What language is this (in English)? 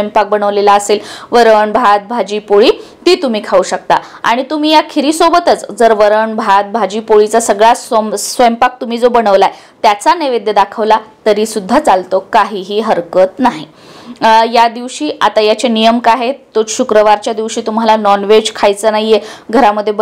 Marathi